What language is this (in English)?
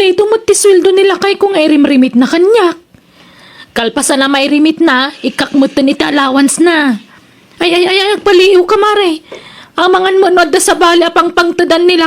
Iloko